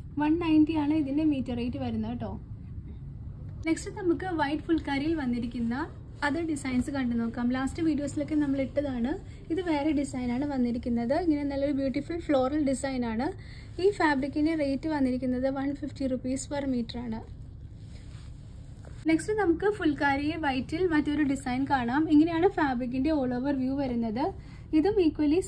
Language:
Malayalam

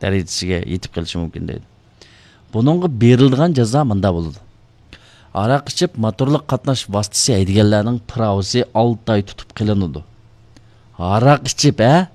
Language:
Uyghur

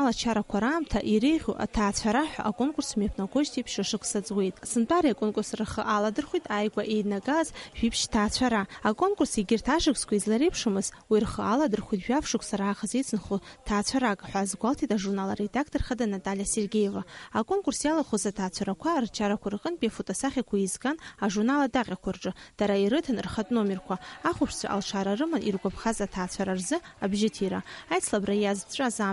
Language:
Abkhazian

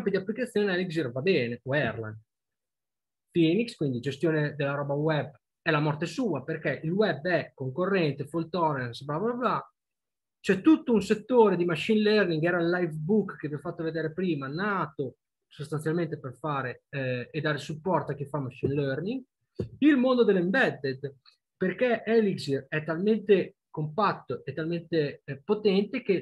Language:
Italian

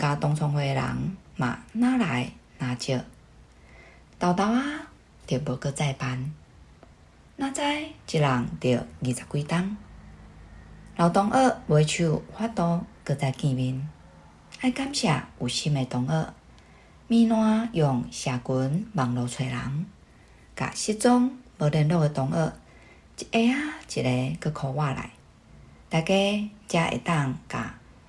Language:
Min Nan Chinese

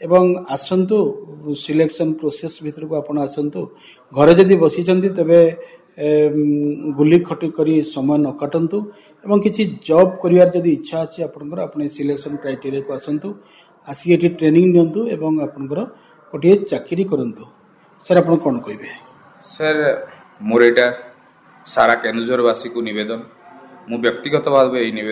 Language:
Odia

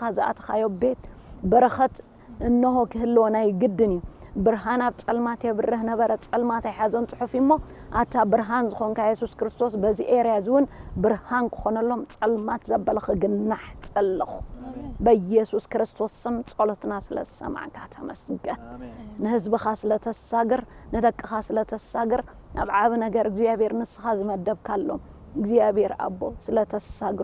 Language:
Tigrinya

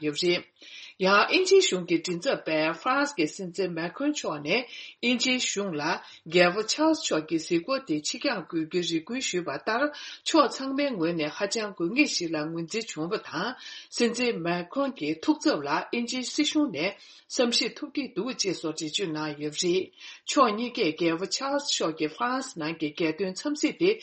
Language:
Tibetan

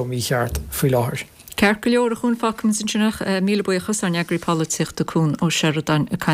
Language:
Irish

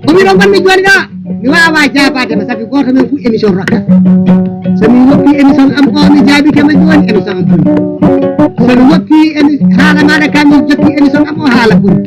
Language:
Fula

